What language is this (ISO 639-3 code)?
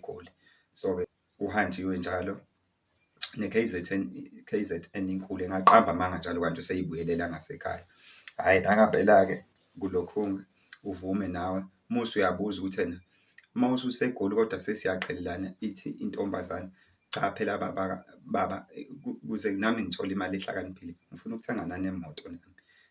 zul